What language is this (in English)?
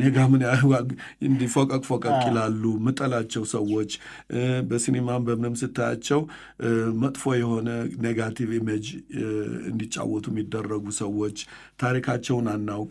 Amharic